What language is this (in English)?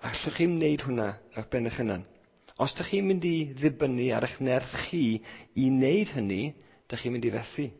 Welsh